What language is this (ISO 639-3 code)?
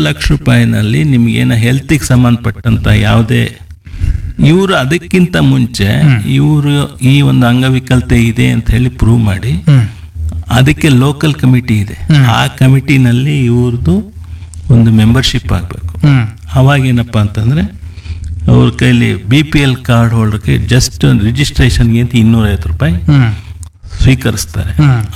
kan